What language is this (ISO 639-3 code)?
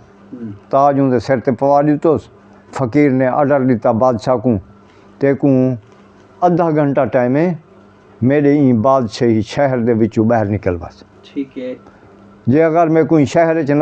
skr